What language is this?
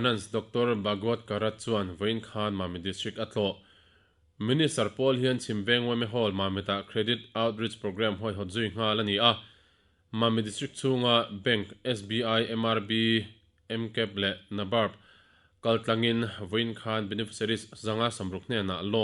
Mizo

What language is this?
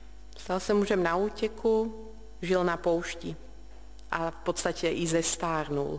Czech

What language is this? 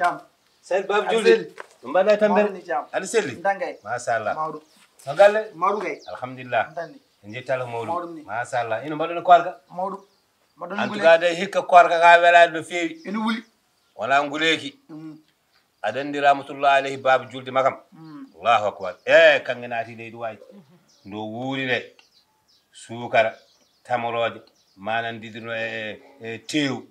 Fula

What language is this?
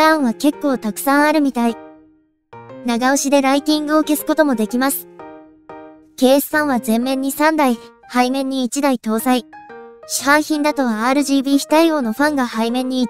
Japanese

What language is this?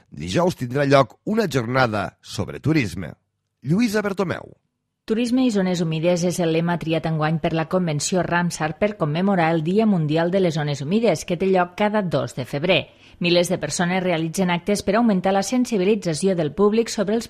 Catalan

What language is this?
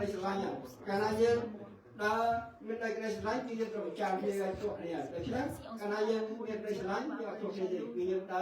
Khmer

